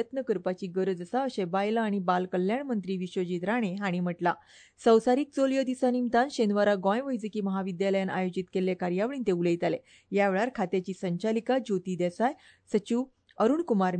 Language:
Konkani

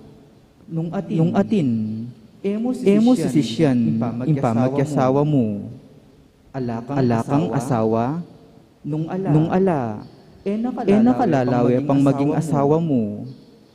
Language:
Pampanga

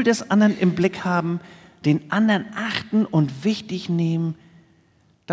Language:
German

